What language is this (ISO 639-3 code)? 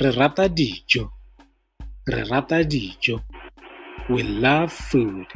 tsn